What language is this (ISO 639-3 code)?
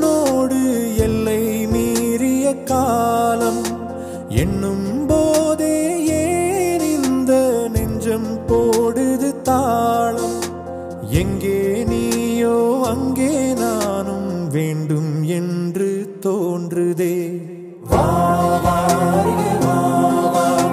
tam